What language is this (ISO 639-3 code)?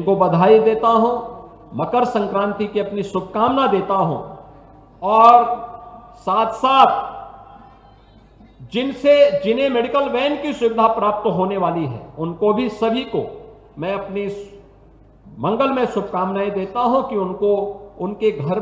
hin